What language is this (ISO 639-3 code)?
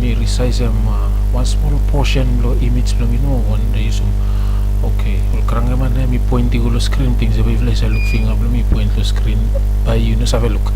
bis